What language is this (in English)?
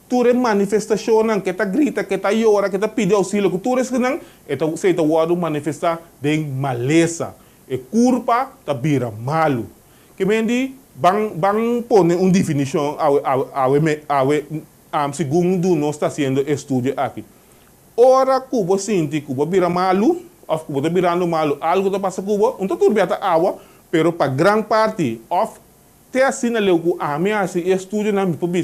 Papiamento